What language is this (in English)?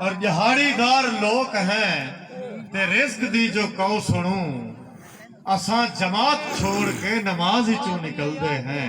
Saraiki